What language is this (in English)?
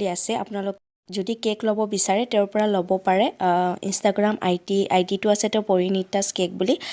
Assamese